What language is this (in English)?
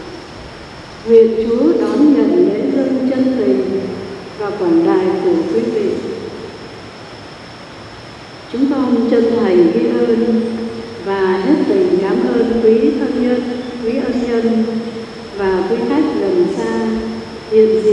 Vietnamese